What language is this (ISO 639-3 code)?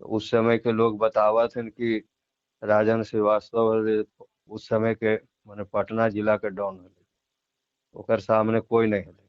mag